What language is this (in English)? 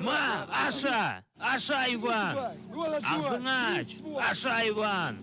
Crimean Tatar